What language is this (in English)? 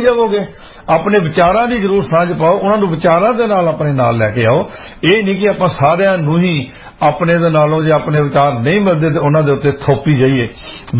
Punjabi